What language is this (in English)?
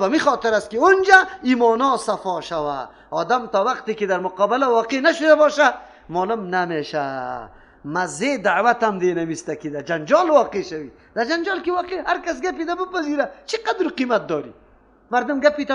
Persian